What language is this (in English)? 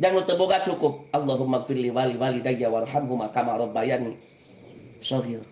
Sundanese